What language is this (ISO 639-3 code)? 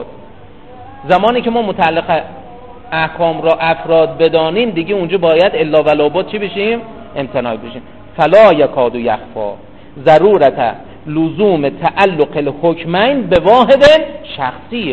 fas